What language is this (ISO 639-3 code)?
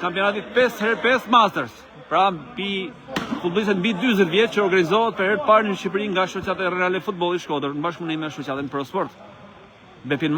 sqi